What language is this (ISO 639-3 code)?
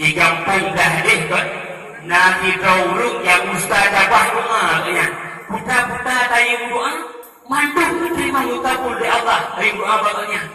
ace